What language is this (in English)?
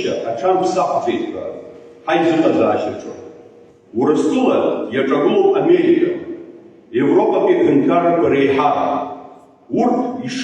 Abkhazian